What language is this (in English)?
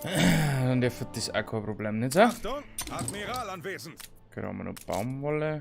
Bavarian